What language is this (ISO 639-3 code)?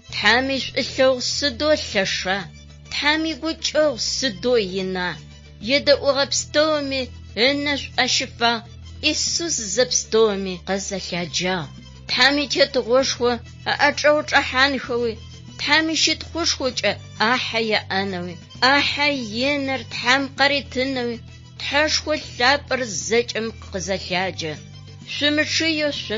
ady